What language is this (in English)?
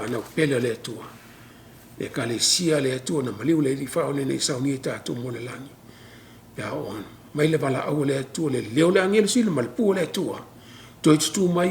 Samoan